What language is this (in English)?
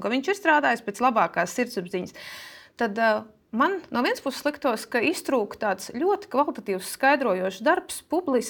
Latvian